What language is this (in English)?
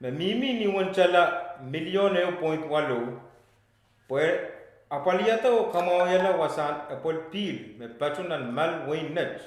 Pohnpeian